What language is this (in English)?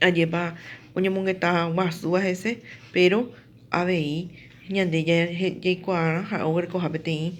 Guarani